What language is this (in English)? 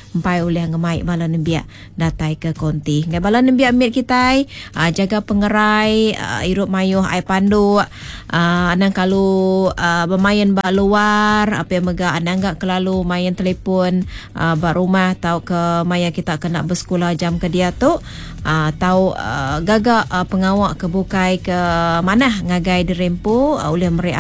Iban